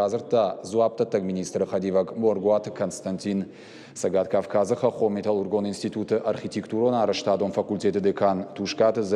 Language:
Ossetic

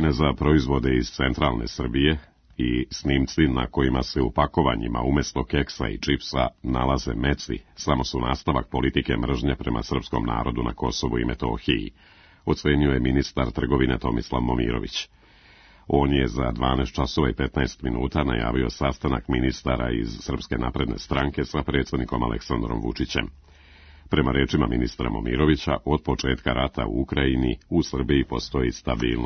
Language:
Serbian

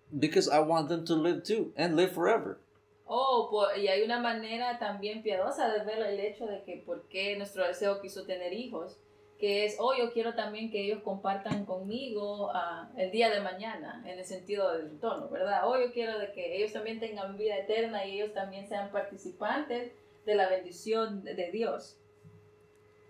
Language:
Spanish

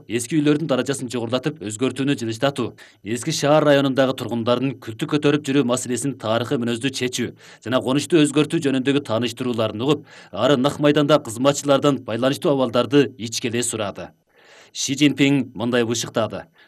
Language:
Kyrgyz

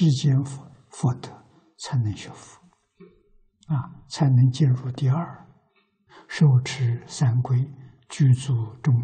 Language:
Chinese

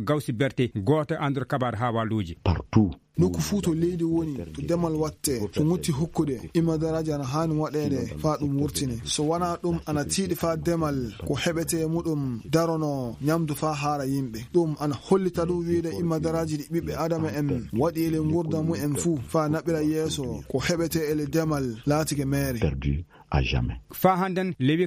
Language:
Fula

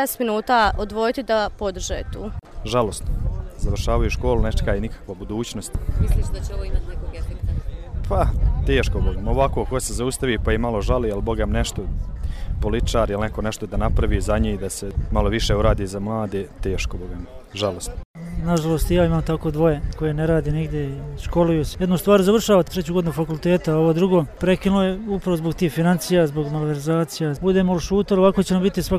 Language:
Serbian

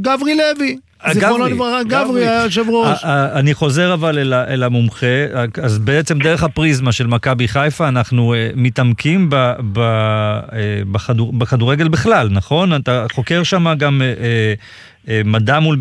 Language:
Hebrew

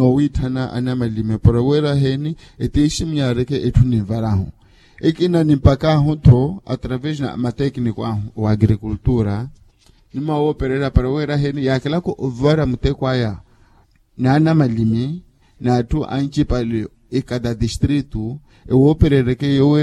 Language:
Makhuwa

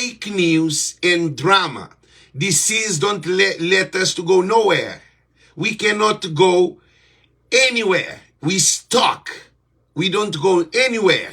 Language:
Kabuverdianu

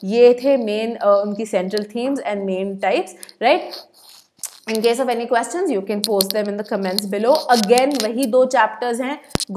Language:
Hindi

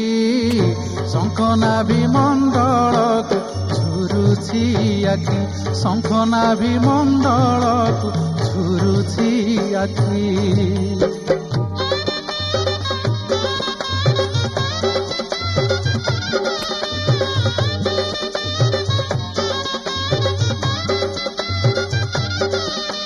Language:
Odia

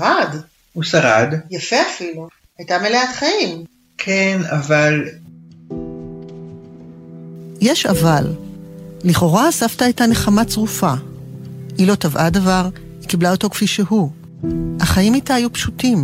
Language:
Hebrew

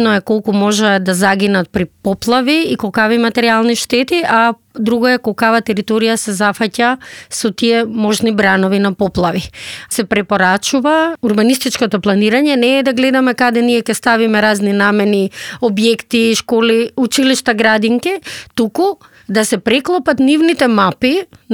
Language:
Macedonian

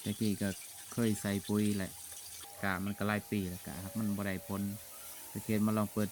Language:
Lao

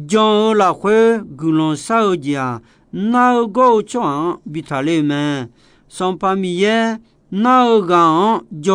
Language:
Akha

